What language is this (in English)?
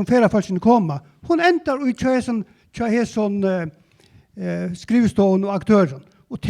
Faroese